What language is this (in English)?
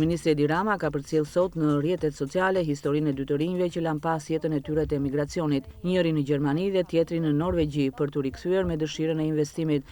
Albanian